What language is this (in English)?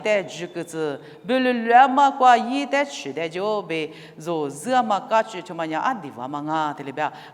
Lisu